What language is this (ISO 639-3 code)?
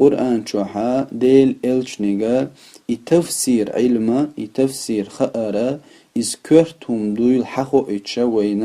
che